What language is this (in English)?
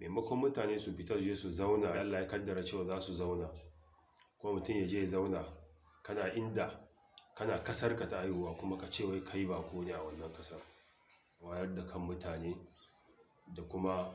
Hausa